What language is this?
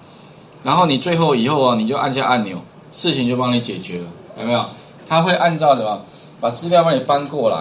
Chinese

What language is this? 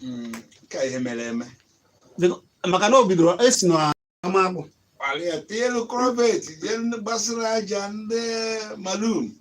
Igbo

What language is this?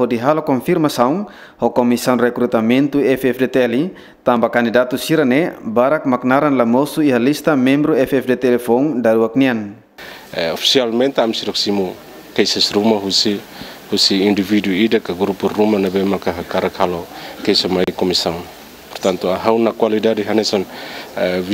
Tetum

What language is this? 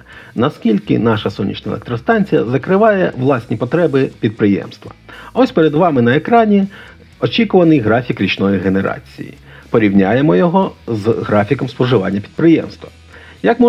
Ukrainian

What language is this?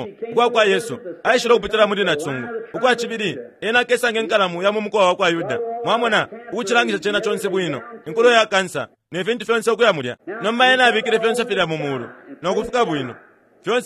Bemba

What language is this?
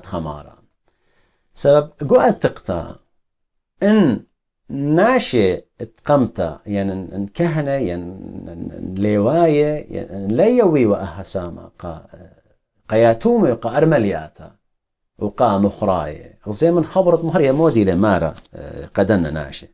Assyrian Neo-Aramaic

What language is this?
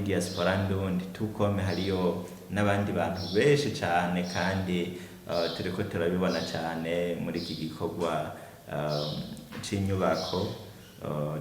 Rundi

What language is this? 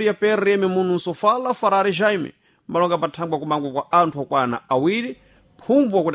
Sena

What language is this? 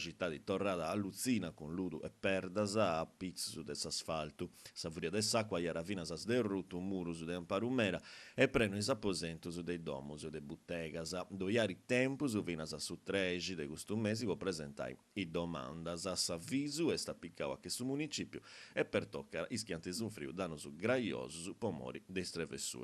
Sardinian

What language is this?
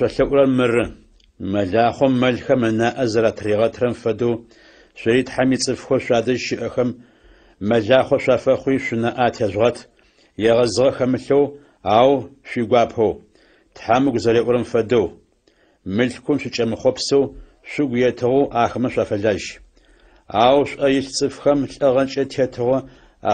Adyghe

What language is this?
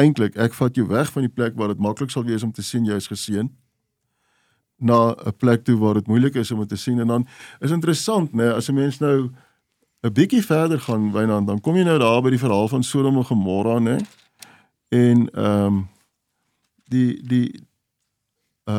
Afrikaans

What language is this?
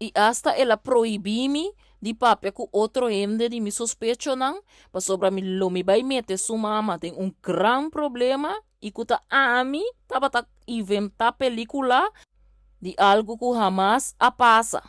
Papiamento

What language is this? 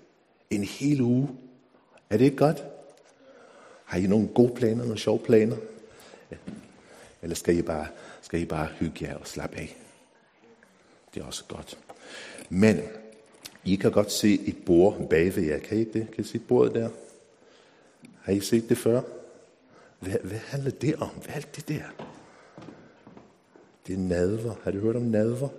Danish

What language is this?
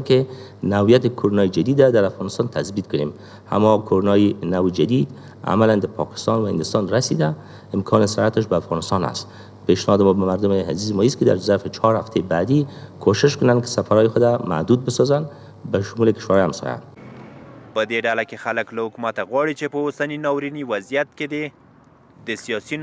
Pashto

